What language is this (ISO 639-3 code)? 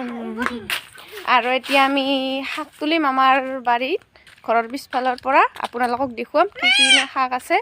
asm